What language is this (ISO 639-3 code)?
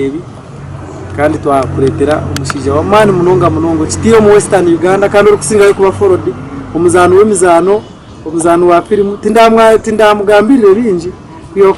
nyn